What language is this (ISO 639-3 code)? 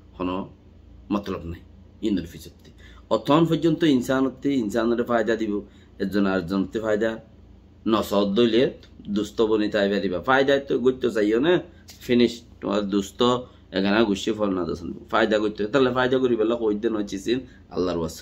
rhg